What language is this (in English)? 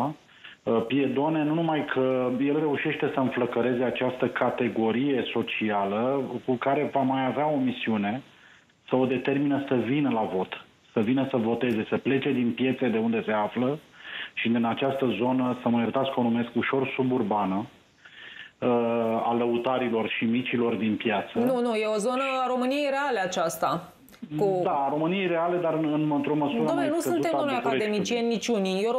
Romanian